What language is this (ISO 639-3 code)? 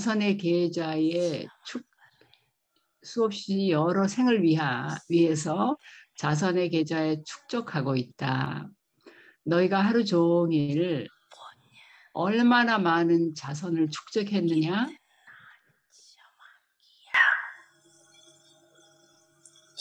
kor